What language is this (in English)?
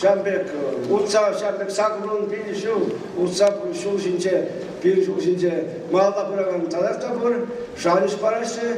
Chuvash